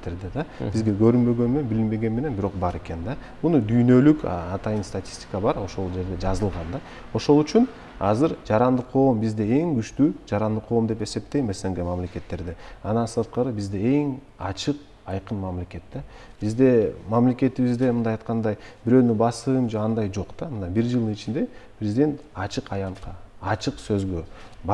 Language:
Kyrgyz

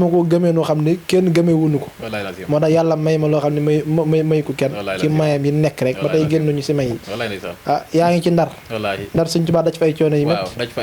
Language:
Wolof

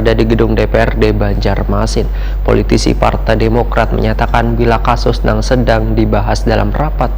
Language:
Banjar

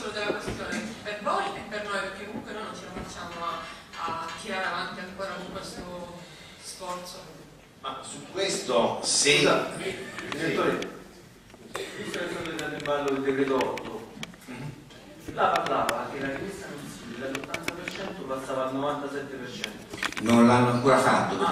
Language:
Italian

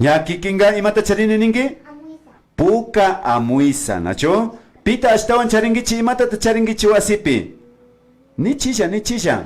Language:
Imbabura Highland Quichua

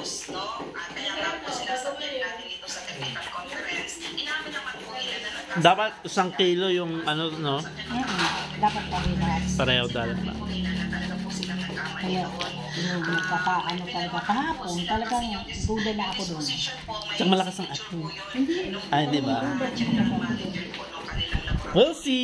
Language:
Filipino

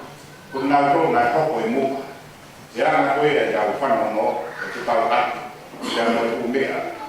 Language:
Tongan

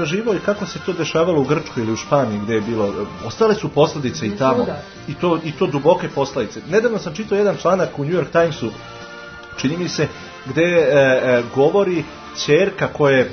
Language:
Serbian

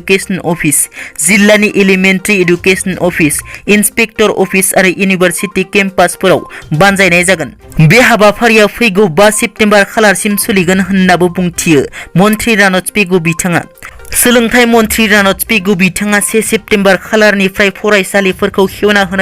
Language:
Bodo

